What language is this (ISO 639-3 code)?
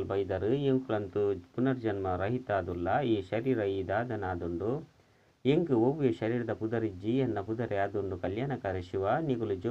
tcy